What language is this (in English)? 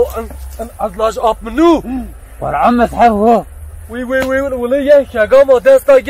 Zaza